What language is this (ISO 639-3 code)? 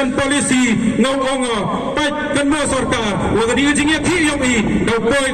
pbv